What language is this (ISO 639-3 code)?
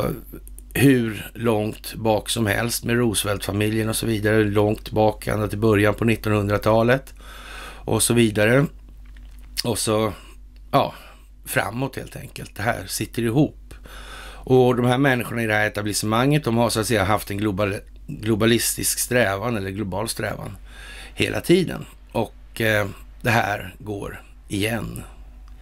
swe